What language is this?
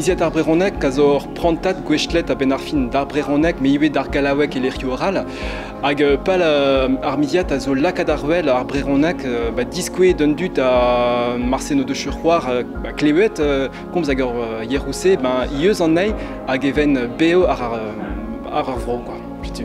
Breton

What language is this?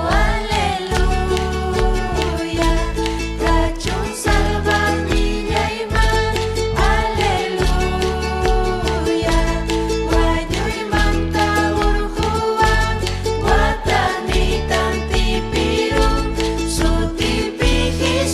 Ayacucho Quechua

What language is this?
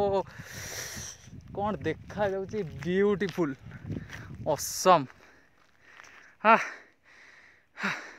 Odia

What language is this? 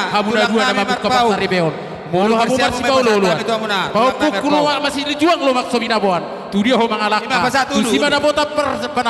Batak Toba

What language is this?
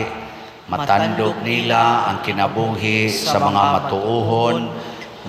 Cebuano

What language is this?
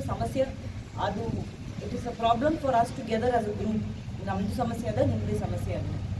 Kannada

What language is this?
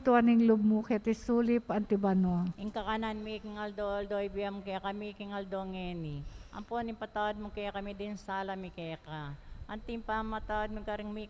Pampanga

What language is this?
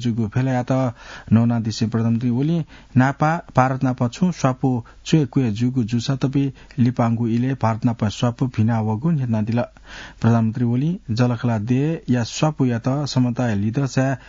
Newari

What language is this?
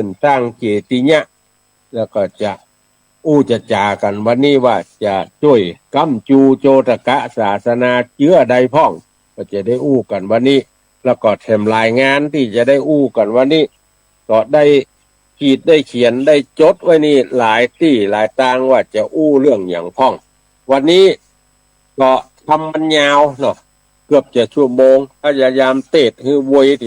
Northern Thai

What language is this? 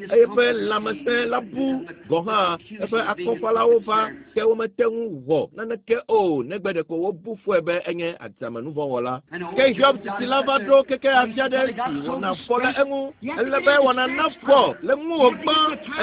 Ewe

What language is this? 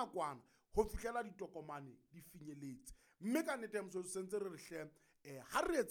Southern Sotho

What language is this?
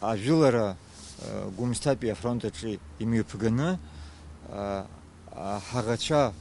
Abkhazian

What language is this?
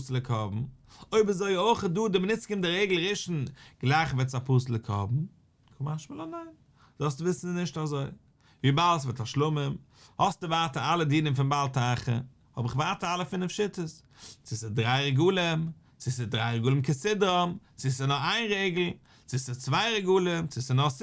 Yiddish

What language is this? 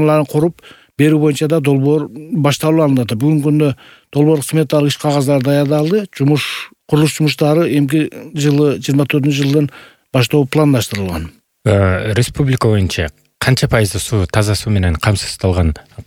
Kyrgyz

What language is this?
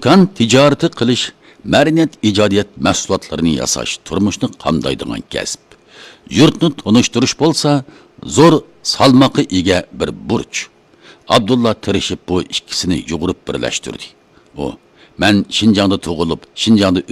Uyghur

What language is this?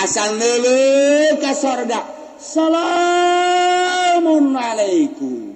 Sundanese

